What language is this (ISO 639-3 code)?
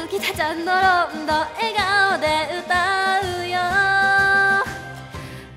jpn